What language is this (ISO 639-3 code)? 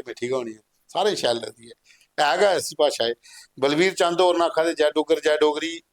doi